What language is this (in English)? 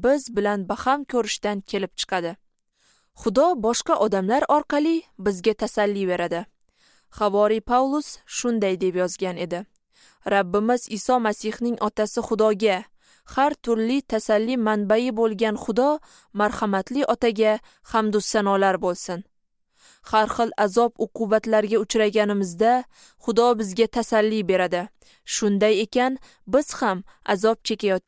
Uzbek